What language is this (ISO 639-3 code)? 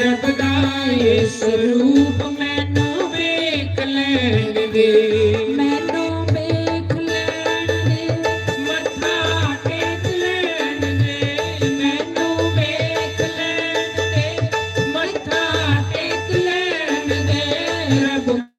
doi